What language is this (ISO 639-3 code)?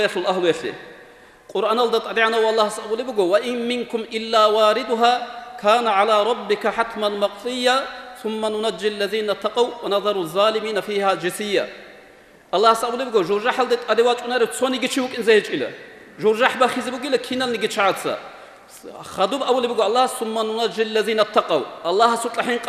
ava